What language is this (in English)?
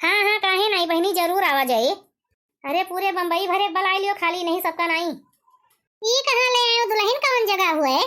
Awadhi